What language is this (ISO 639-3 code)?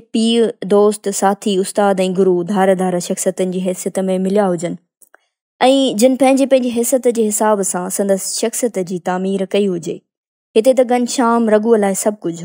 snd